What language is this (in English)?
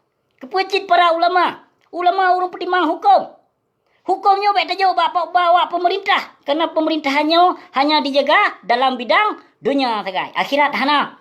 Achinese